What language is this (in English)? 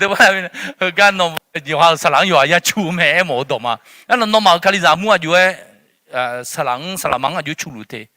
Akha